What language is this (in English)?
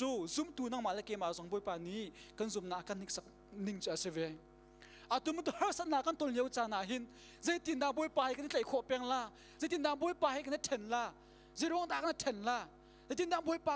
Hakha Chin